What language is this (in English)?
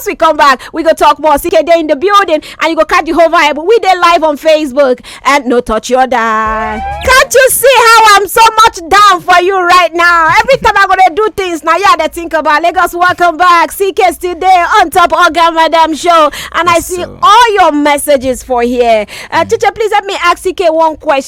Nigerian Pidgin